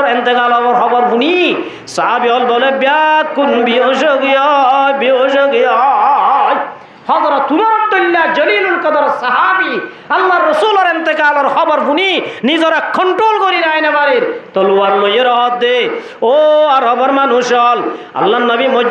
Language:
Rohingya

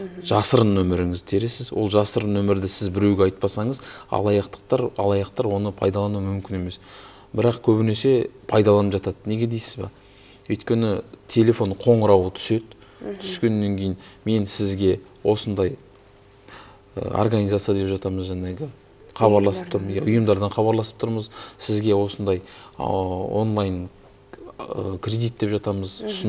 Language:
Kazakh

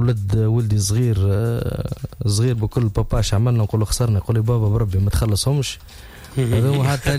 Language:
Tunisian Arabic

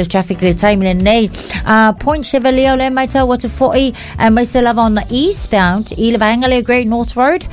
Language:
Samoan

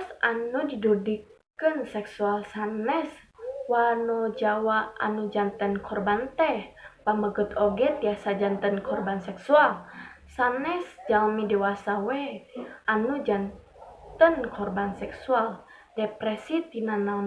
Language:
Sundanese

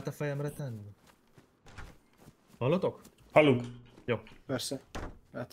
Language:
Hungarian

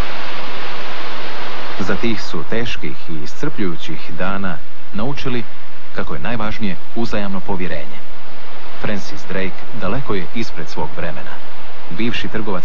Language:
Croatian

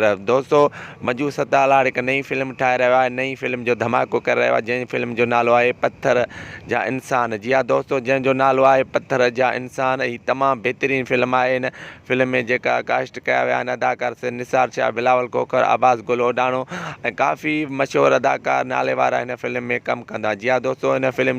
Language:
Sindhi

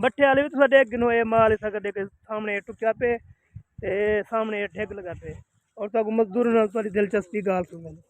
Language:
Saraiki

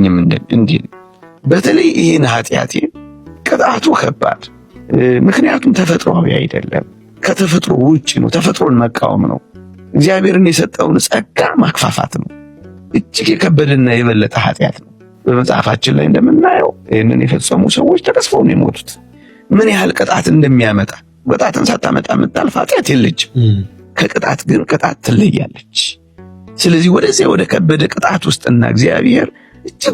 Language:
Amharic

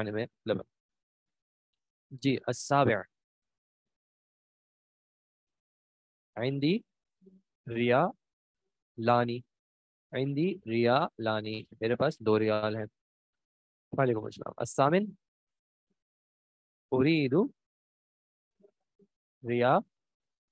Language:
Urdu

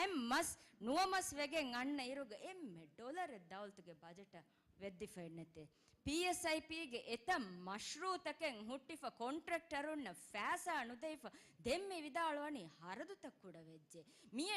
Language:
Divehi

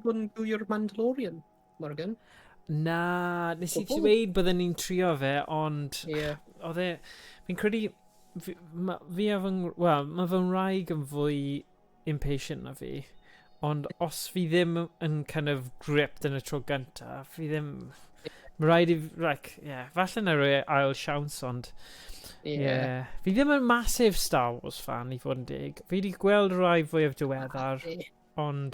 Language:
Welsh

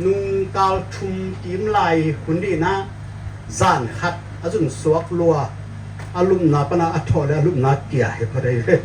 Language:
Tedim Chin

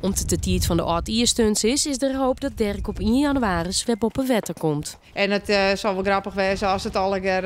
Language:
Western Frisian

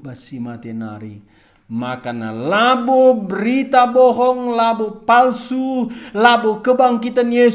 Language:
Batak Karo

